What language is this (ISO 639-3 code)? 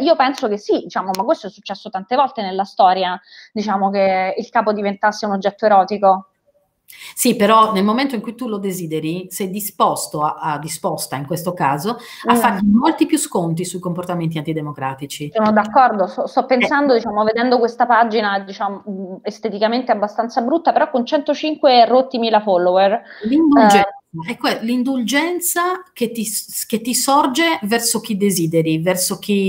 ita